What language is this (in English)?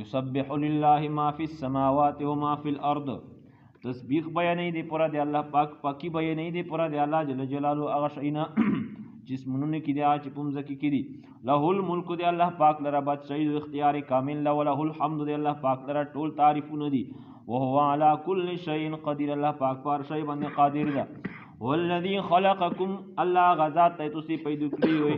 Pashto